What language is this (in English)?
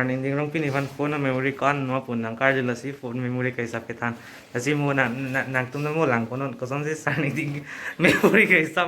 Karbi